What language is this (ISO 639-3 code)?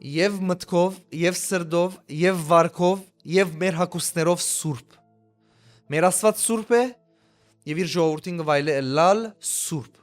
hyw